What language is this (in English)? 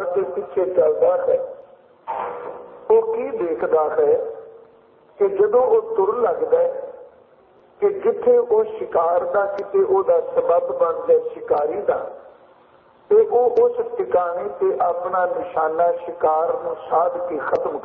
Punjabi